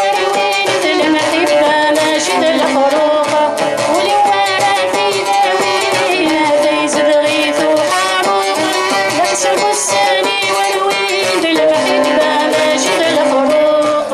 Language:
Kabyle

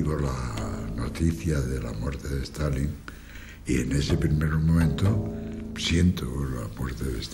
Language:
Spanish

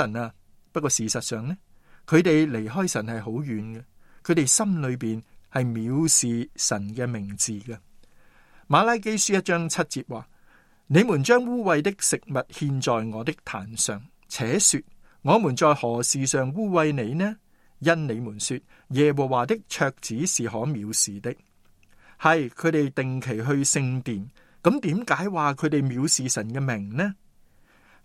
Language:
Cantonese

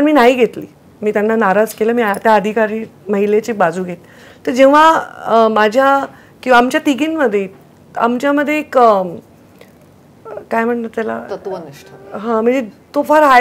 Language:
Marathi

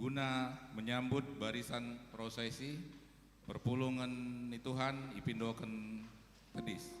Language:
Batak Karo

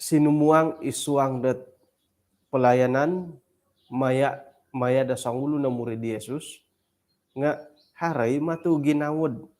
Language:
Central Dusun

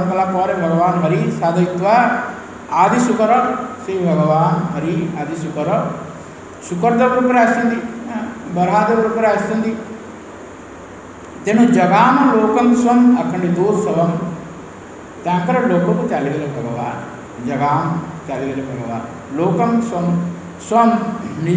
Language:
Odia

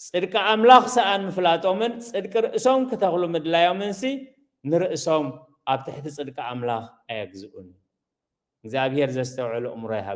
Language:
Tigrinya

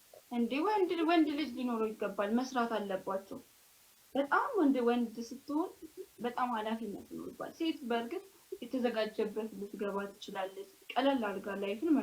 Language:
Amharic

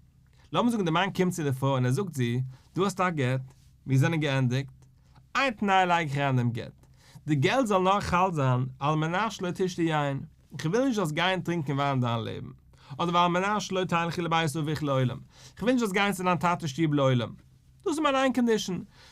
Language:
Yiddish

